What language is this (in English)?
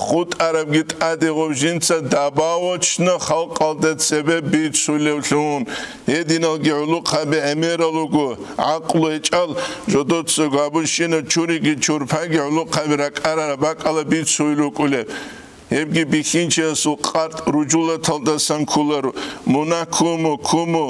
Avaric